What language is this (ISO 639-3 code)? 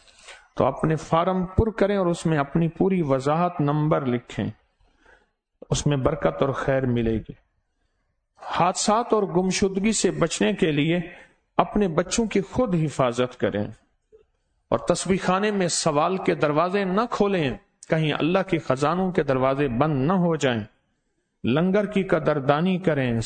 urd